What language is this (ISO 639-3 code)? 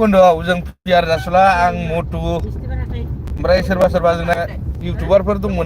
brx